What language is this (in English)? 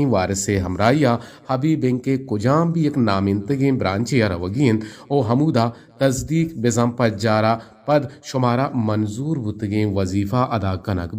Eastern Balochi